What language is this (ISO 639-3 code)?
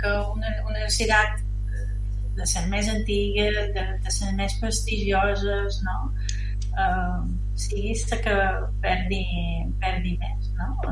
cat